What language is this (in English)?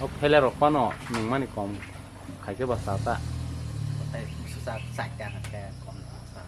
Kok Borok